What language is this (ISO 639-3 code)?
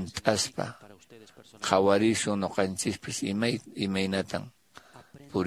que